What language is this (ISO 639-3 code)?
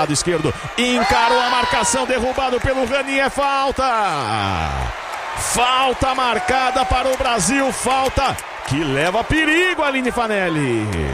por